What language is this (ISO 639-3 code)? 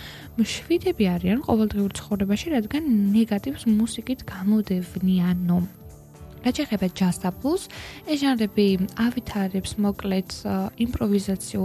kat